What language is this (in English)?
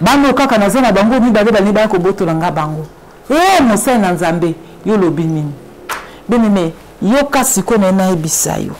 Lingala